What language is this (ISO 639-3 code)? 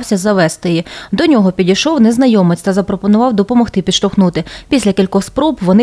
ukr